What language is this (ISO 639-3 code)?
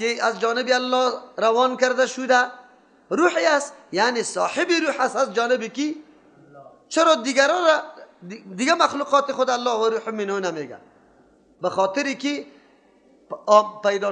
fas